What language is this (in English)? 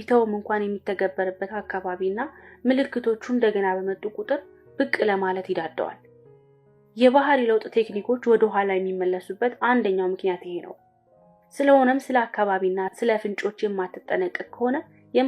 Amharic